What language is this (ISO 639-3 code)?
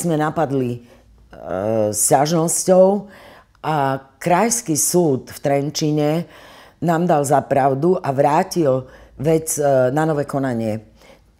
slk